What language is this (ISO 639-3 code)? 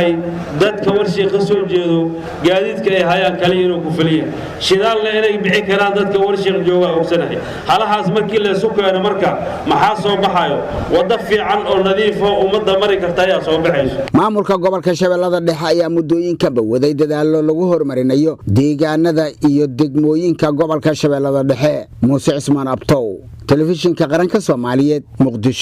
som